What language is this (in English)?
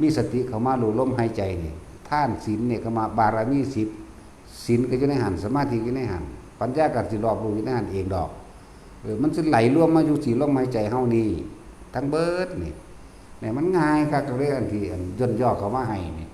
Northeastern Thai